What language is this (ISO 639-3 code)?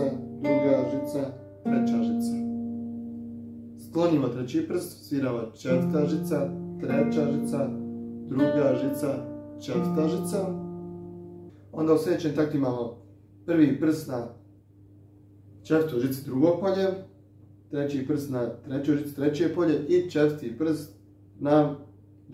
hrv